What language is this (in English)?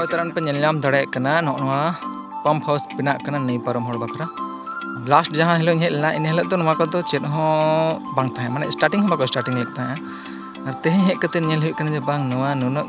Santali